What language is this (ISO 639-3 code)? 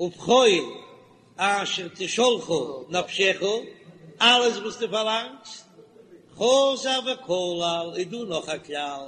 yid